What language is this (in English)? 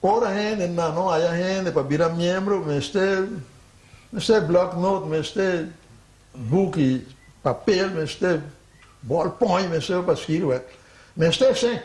Papiamento